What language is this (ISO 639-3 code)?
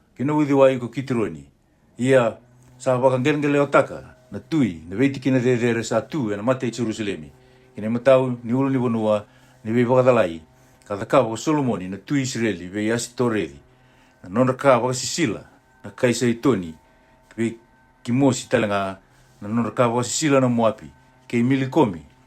fij